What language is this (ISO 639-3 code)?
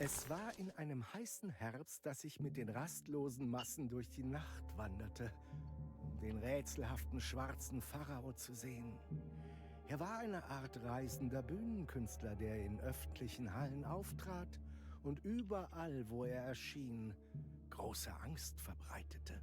bar